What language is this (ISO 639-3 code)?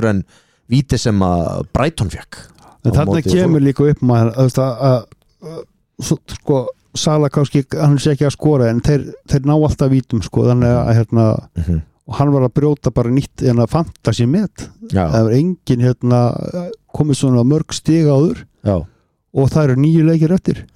isl